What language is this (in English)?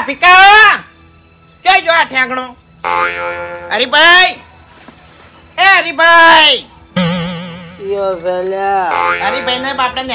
Gujarati